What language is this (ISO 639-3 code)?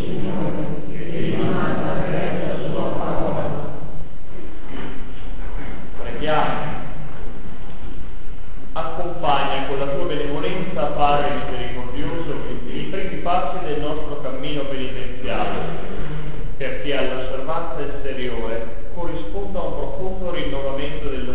ita